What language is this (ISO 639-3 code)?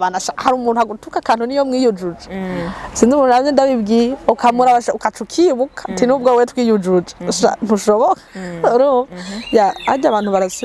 run